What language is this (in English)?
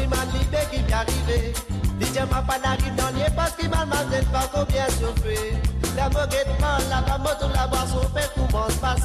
Morisyen